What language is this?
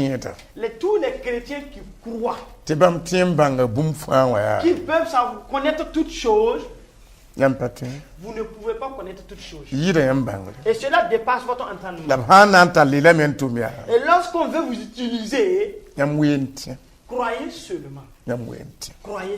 Mossi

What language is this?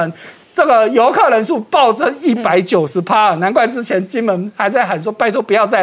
Chinese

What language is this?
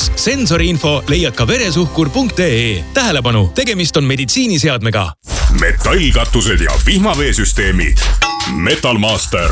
Estonian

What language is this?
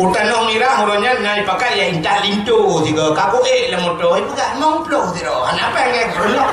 Achinese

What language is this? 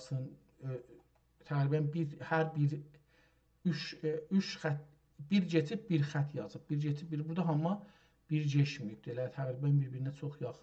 South Azerbaijani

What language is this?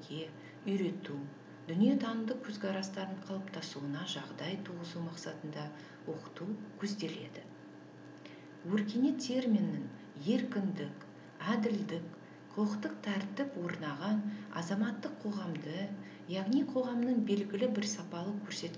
Kazakh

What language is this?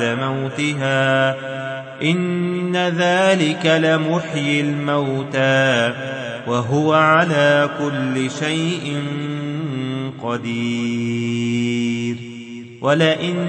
Arabic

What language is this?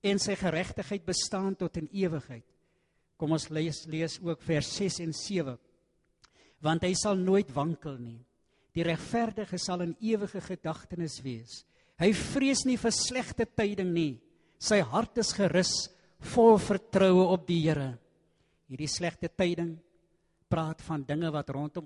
Afrikaans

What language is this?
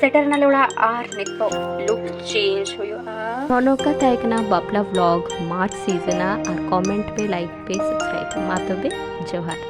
Santali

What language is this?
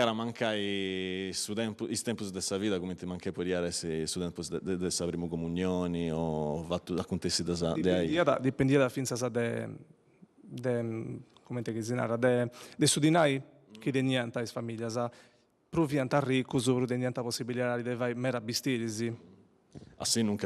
Sardinian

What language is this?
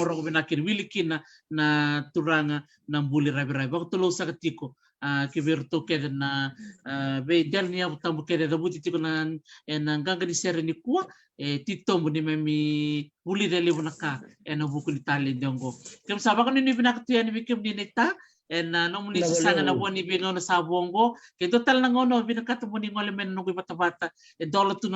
Fijian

